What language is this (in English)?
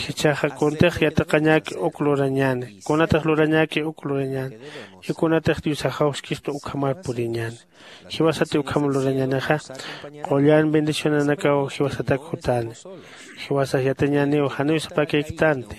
Aymara